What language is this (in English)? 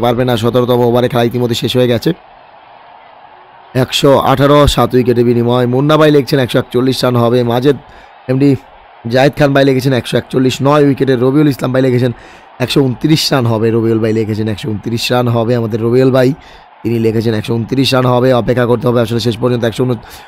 Bangla